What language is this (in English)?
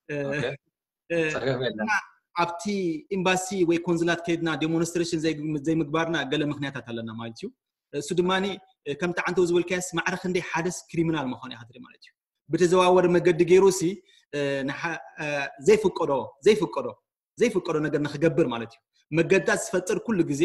Tigrinya